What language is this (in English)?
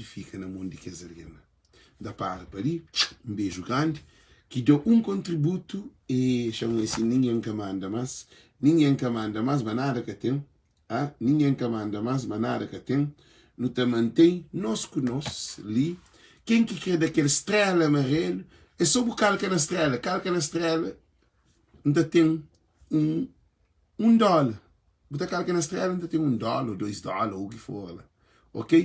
Kabuverdianu